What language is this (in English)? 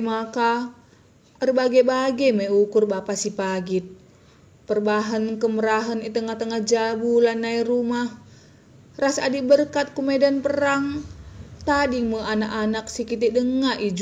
Batak Karo